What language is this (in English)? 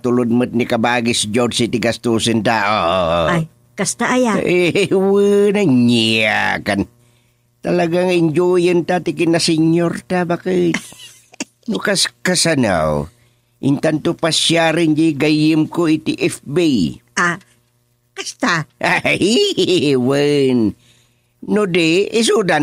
Iloko